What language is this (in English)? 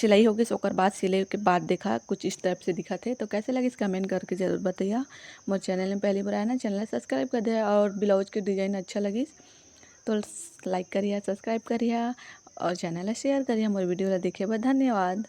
Chhattisgarhi